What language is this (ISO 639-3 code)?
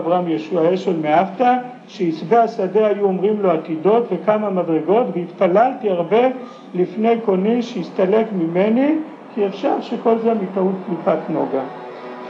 heb